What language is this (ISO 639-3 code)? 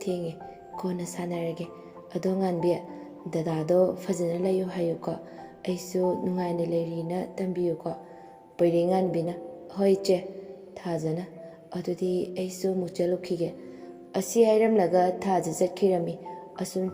mni